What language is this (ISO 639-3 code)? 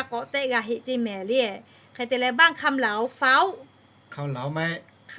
lhu